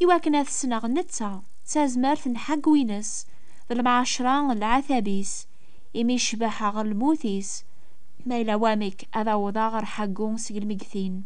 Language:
Kabyle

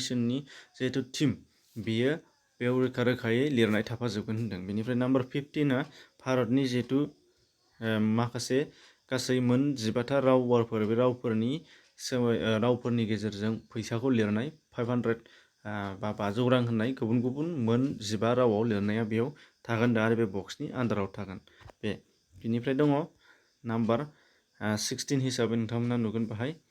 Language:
Bodo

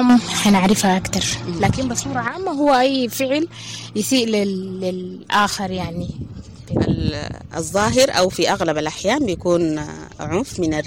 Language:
Sudanese Arabic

